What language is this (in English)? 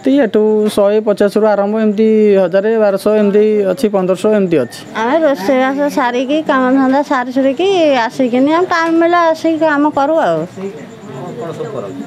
Odia